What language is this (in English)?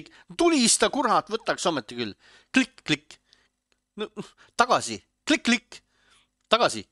Estonian